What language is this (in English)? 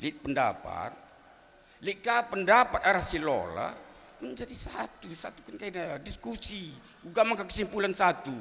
Batak Karo